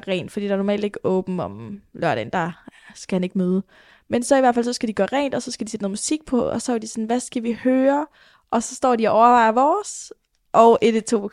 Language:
Danish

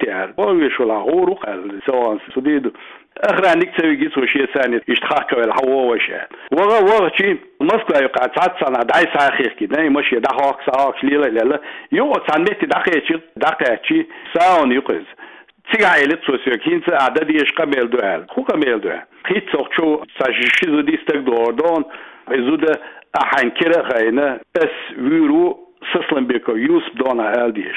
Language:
Chechen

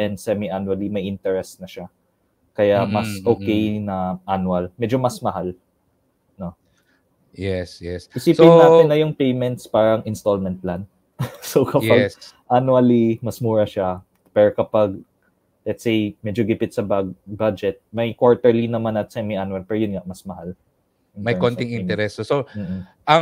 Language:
Filipino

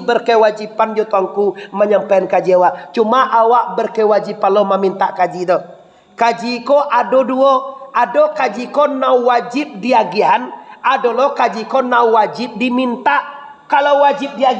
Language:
Minangkabau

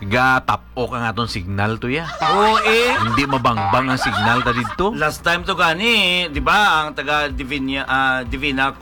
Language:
Hiligaynon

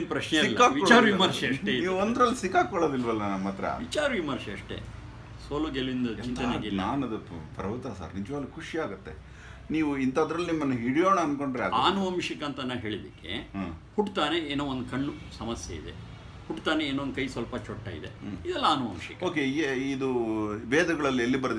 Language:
Kannada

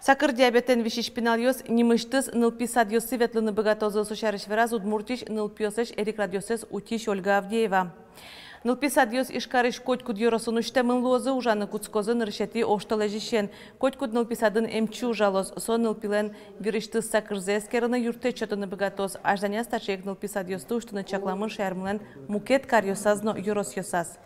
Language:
Udmurt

